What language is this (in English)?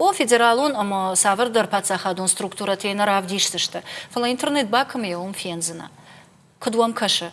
Ossetic